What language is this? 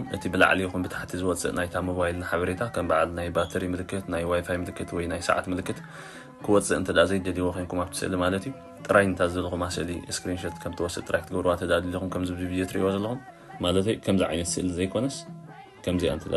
Tigrinya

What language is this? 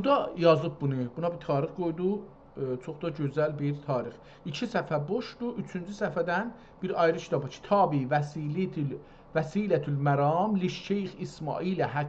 South Azerbaijani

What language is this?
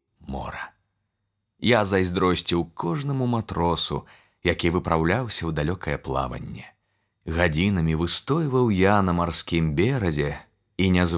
Belarusian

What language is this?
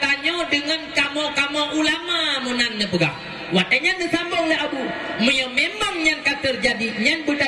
Achinese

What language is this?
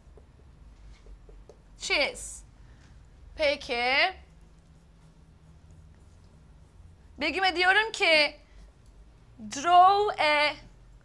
Turkish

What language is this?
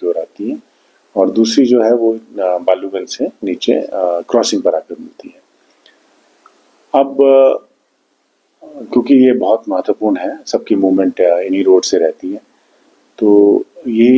Hindi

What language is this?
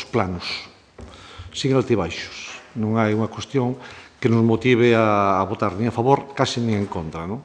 Galician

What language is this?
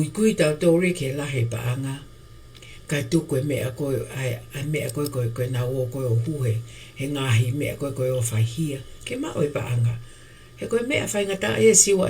Tongan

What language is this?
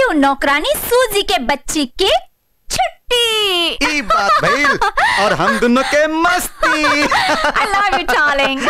Bhojpuri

